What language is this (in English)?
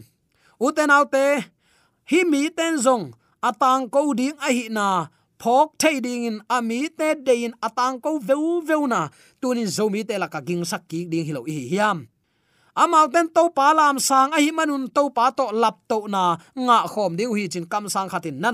Tedim Chin